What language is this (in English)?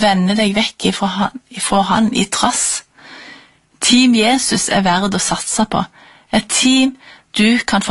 Norwegian